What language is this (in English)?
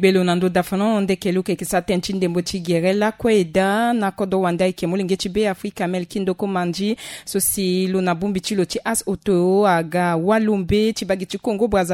Sango